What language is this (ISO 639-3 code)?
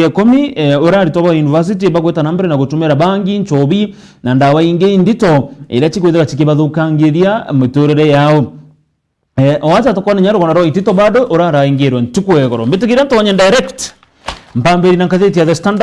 mer